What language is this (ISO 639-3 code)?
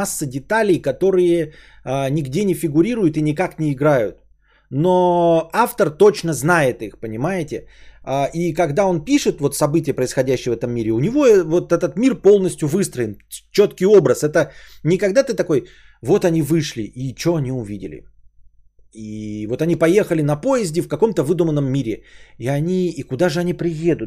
rus